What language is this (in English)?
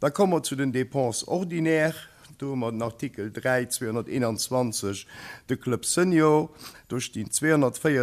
Luxembourgish